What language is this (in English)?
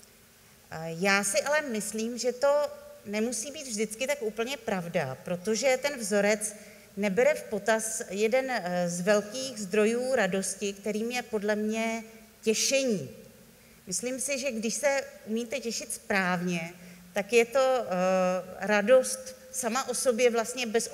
Czech